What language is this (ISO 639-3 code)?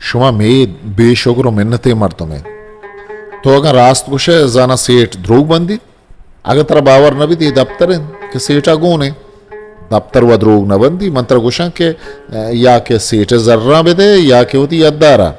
bgp